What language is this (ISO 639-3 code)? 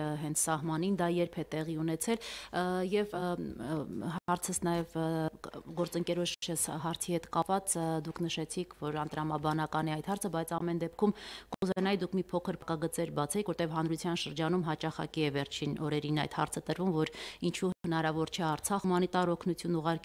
hye